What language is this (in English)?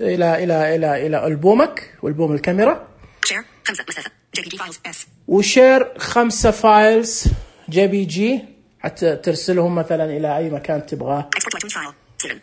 Najdi Arabic